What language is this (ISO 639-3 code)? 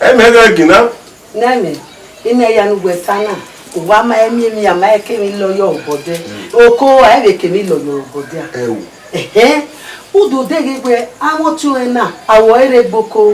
bin